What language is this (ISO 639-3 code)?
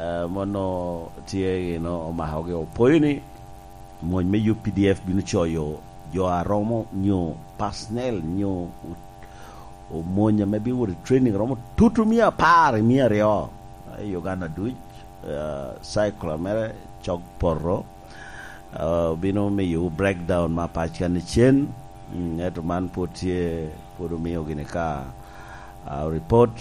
laj